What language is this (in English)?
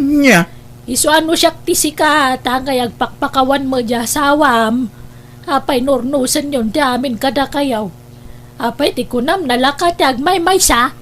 Iloko